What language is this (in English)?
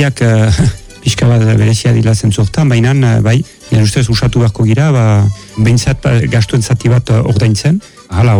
Basque